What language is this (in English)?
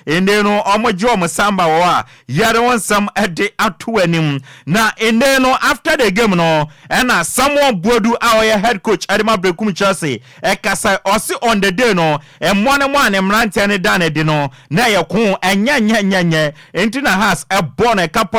Akan